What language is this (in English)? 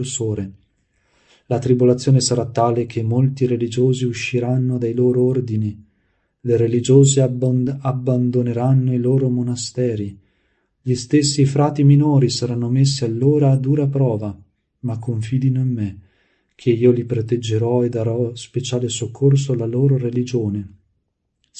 Italian